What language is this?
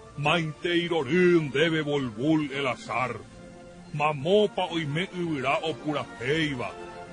Guarani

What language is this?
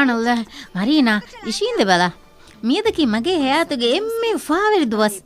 Divehi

